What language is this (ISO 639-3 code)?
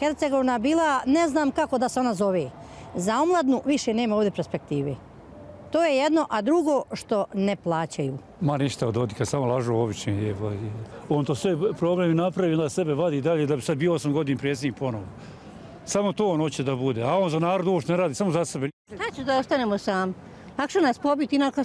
bos